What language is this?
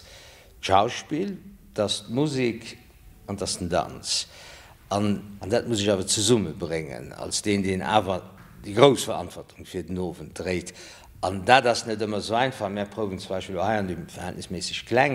Luxembourgish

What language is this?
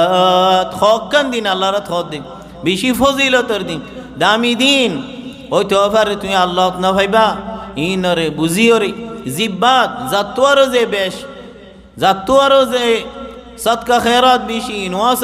Rohingya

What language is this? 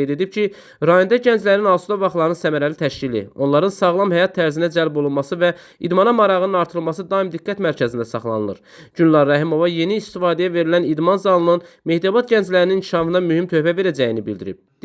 Azerbaijani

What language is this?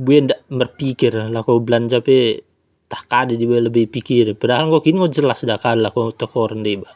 Batak Dairi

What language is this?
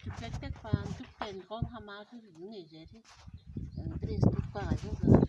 Tuvinian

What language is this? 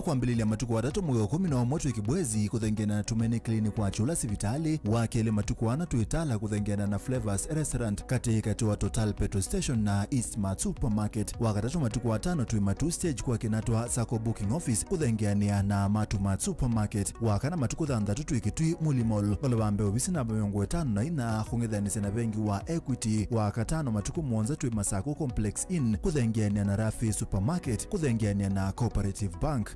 Kamba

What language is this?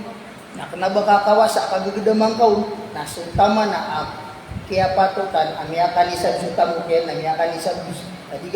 Maranao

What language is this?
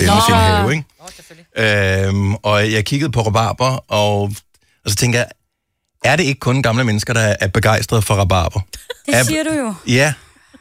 Danish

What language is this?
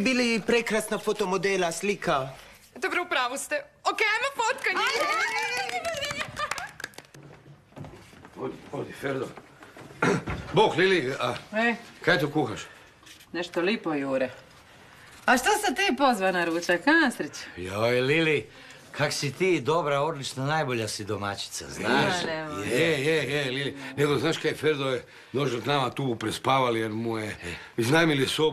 Croatian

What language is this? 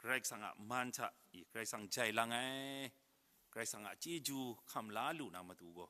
Kachin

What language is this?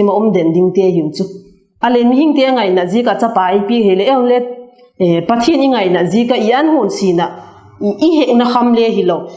Vaiphei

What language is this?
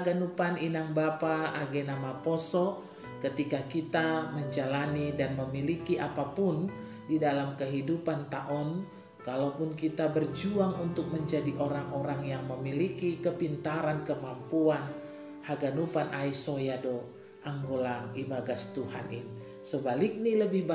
Batak Simalungun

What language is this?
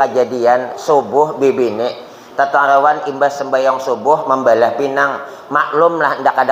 Banjar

